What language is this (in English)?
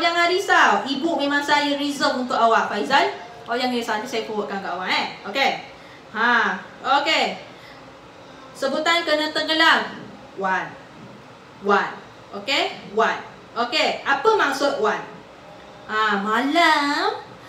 Malay